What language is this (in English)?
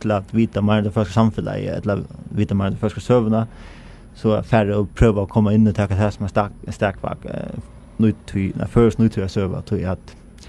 Faroese